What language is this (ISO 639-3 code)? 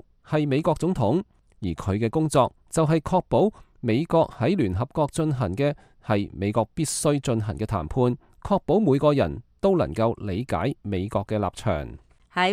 yue